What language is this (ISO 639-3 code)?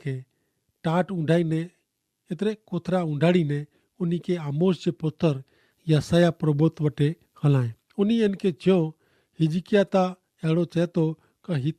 kfr